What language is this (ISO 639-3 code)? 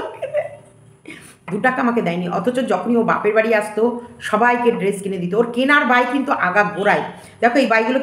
ben